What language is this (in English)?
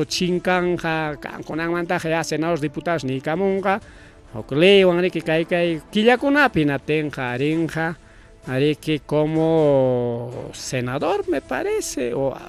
Ayacucho Quechua